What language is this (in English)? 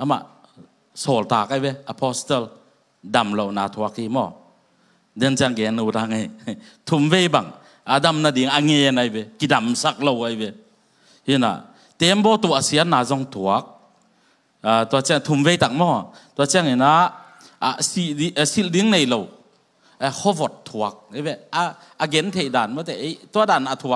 Tedim Chin